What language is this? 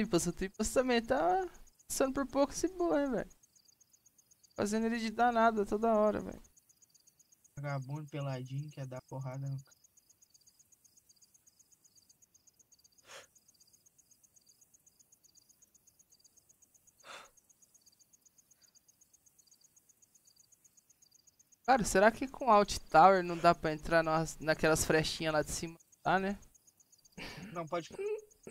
Portuguese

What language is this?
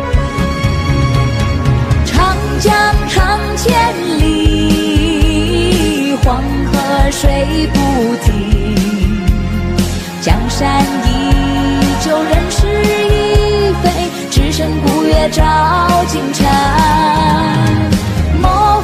Chinese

